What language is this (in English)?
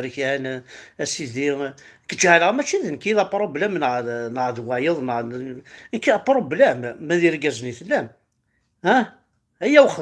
Kabyle